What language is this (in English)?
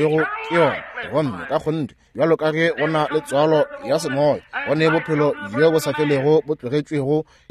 Northern Sotho